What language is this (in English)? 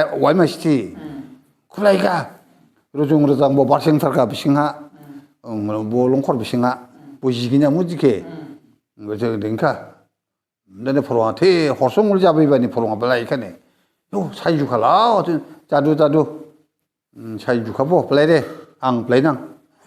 Dimasa